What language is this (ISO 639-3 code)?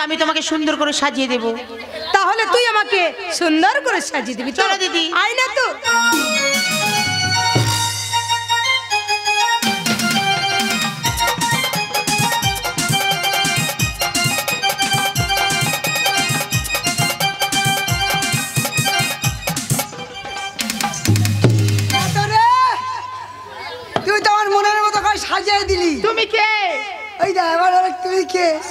ben